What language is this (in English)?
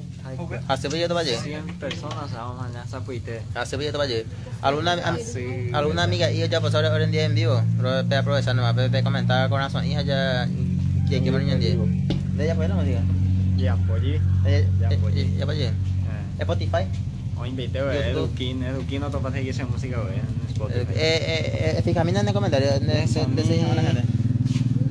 Guarani